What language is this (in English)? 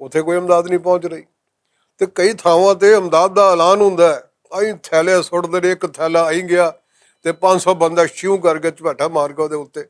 Western Panjabi